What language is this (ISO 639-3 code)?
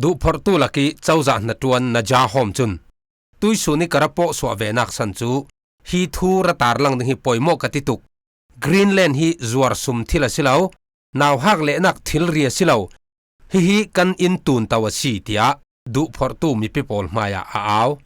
cfm